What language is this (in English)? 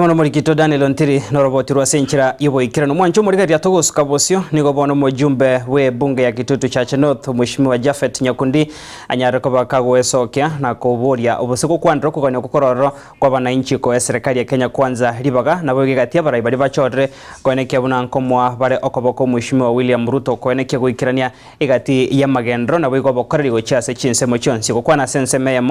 Gusii